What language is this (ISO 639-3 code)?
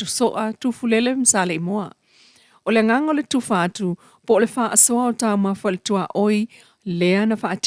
smo